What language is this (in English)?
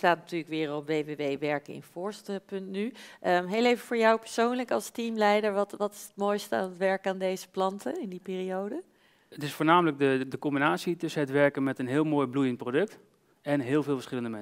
Dutch